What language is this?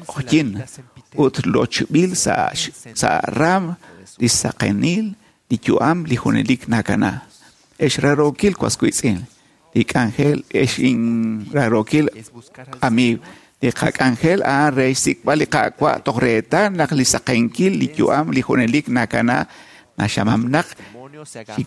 Kekchí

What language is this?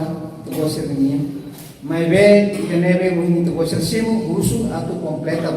Tetum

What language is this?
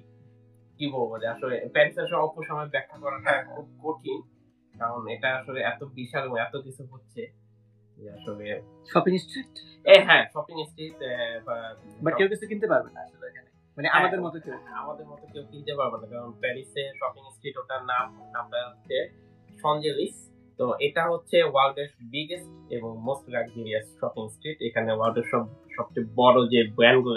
Bangla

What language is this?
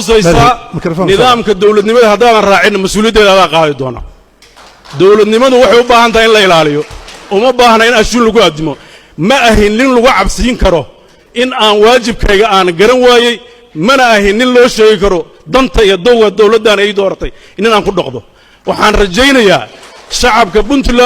Somali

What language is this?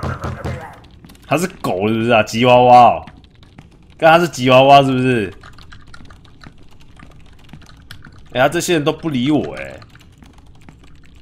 Chinese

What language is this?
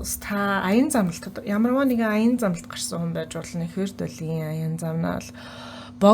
Mongolian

